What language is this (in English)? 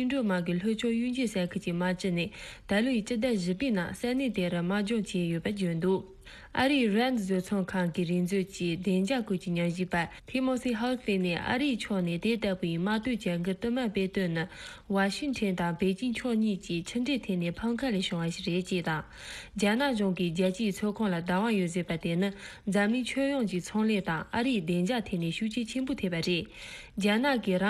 Tibetan